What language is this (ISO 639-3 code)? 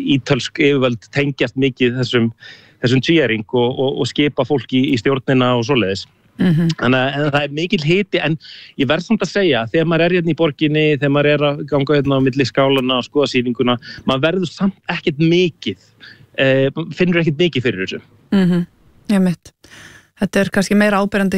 isl